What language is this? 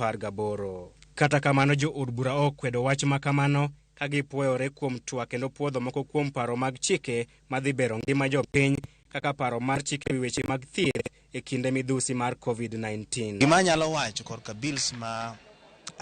Luo (Kenya and Tanzania)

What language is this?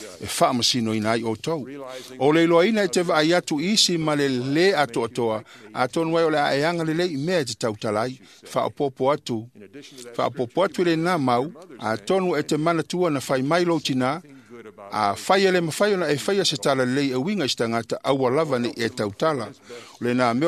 Samoan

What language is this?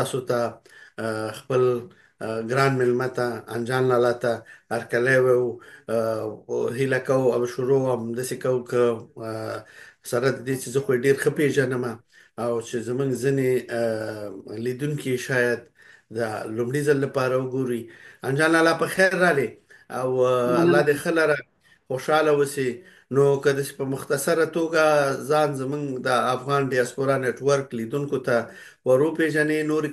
Pashto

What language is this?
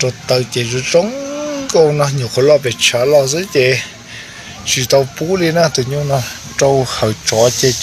Hmong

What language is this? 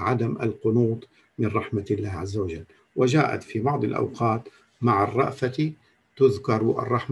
Arabic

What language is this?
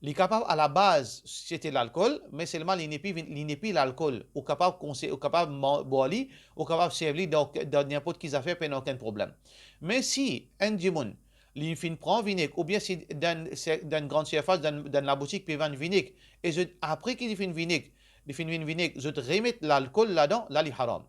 Morisyen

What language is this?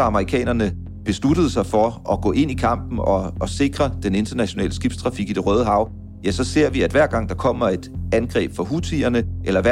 Danish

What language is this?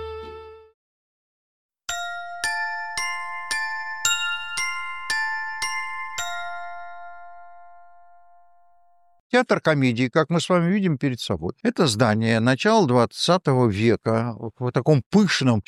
Russian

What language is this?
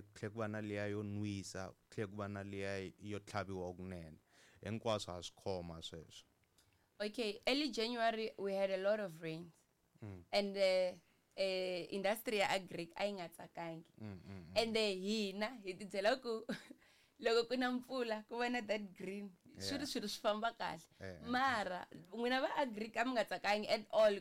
Tsonga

